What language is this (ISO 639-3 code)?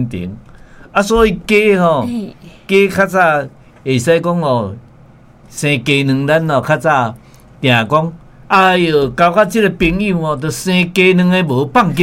nan